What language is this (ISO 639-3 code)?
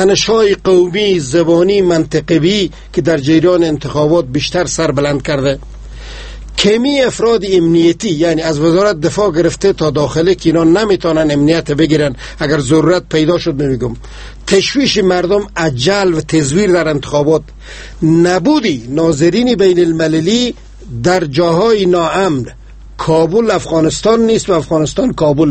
fas